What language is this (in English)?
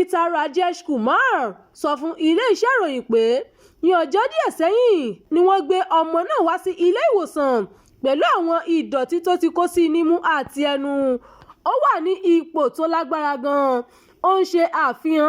Yoruba